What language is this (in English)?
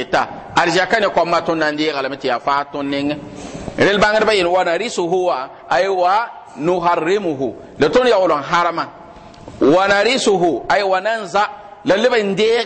Mossi